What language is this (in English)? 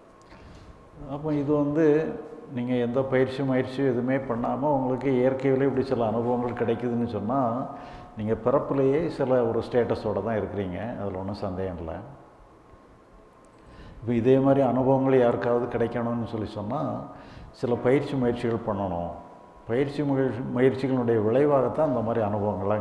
Tamil